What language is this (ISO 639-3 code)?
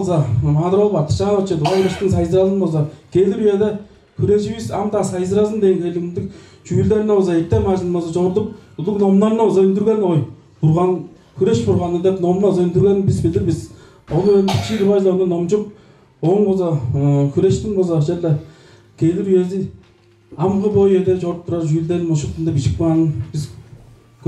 tyv